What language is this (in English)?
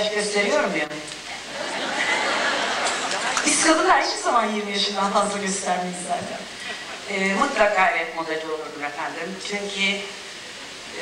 Turkish